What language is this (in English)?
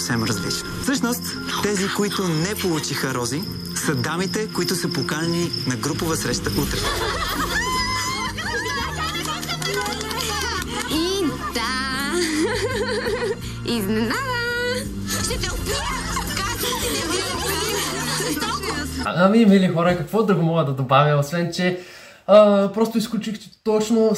Bulgarian